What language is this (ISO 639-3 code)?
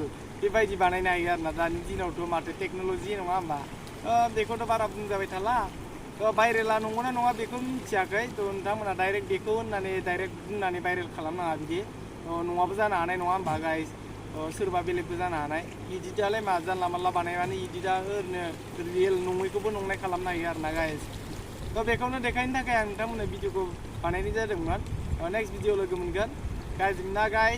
brx